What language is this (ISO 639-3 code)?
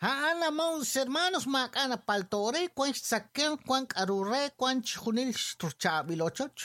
kek